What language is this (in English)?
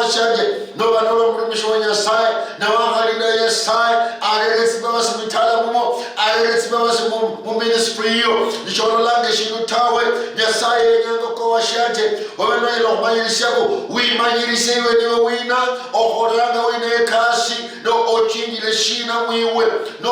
Luyia